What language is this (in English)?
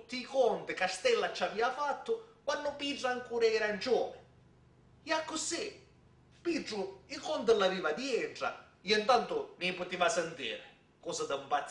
Sicilian